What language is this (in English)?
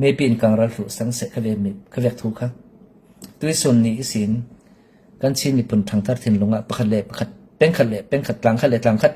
Falam Chin